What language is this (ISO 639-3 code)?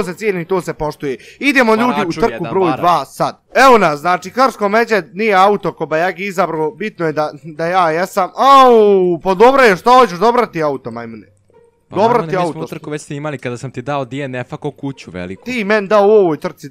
bos